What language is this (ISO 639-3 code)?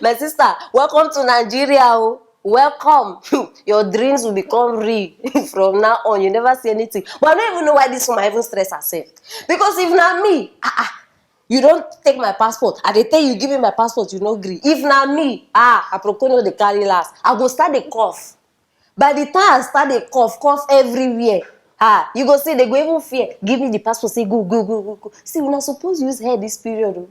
pcm